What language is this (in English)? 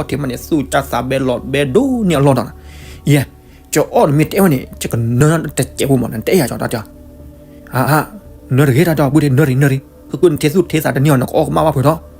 S'gaw Karen